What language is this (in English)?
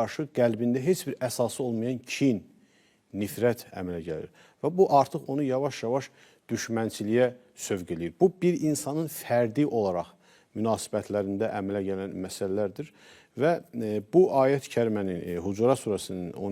Azerbaijani